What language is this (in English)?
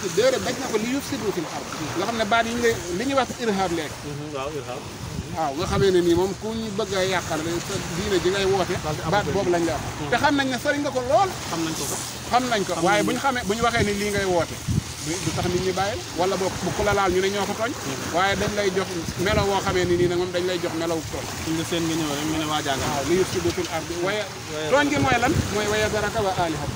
Wolof